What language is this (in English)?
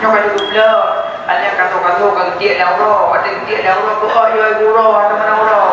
Achinese